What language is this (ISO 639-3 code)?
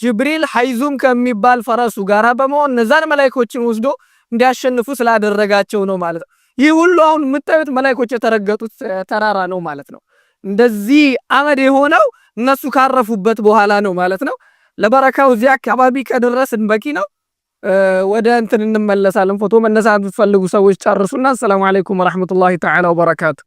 amh